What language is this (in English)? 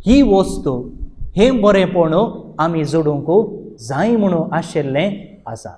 Konkani